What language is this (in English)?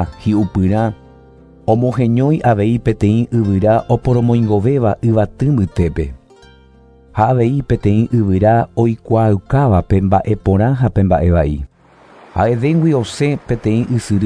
Guarani